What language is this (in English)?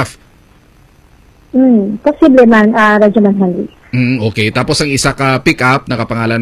Hiligaynon